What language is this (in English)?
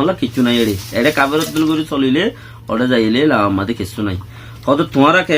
Rohingya